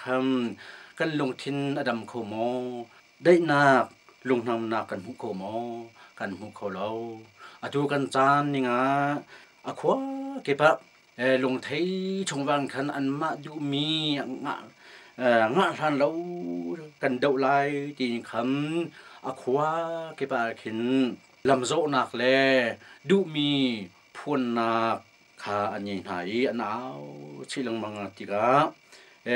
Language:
Hakha Chin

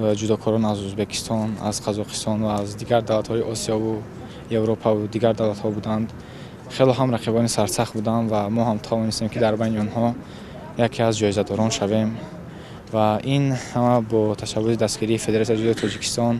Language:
Tajik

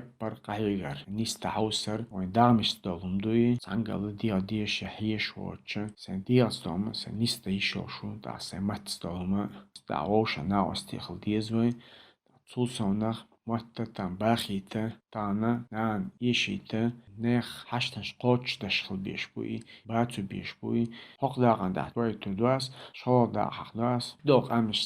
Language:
Chechen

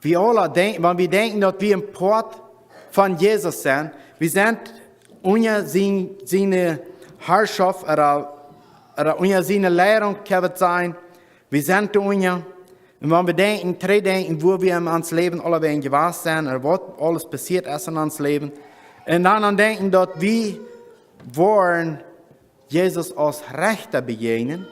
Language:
Plautdietsch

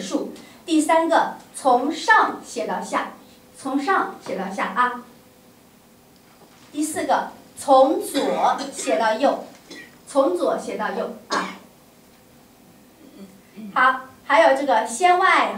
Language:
Chinese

